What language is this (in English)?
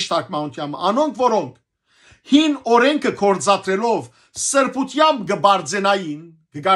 Western Armenian